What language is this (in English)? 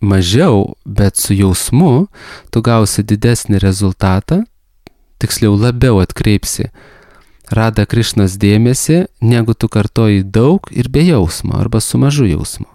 Lithuanian